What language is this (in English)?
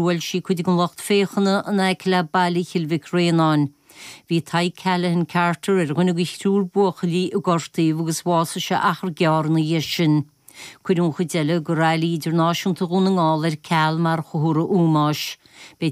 Irish